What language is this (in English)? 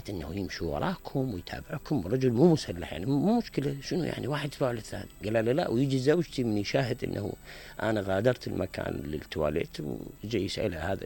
Mesopotamian Arabic